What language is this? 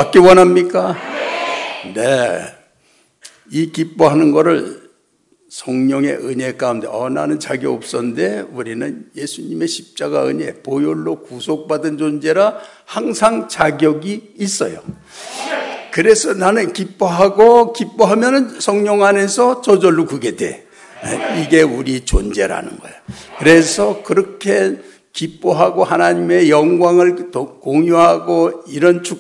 Korean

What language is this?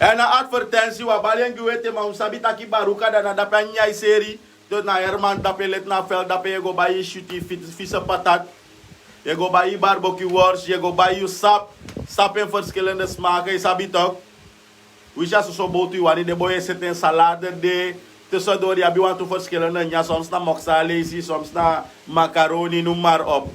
Sranan Tongo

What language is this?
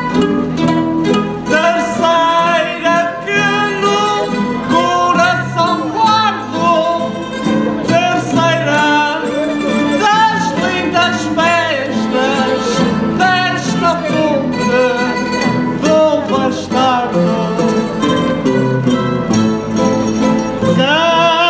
Portuguese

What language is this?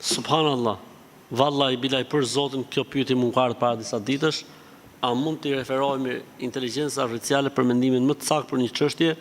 Albanian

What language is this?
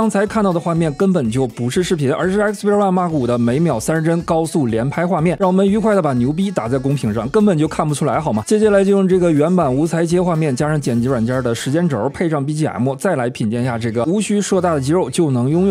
Chinese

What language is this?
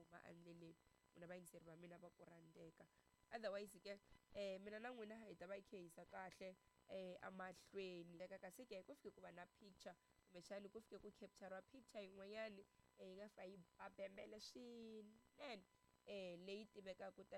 Tsonga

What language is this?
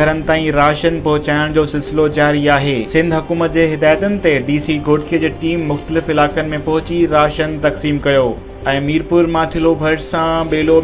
Sindhi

